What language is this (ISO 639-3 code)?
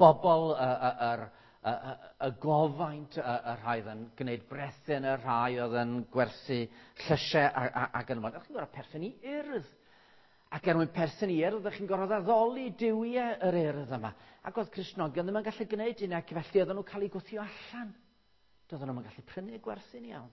cym